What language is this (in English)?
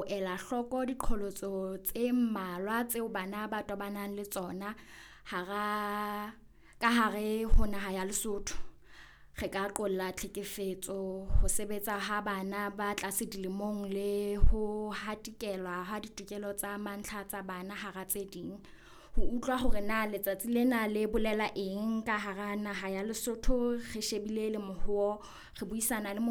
Southern Sotho